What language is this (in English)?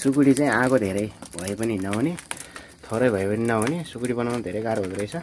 Nepali